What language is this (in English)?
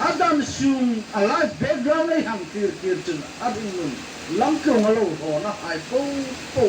Hmar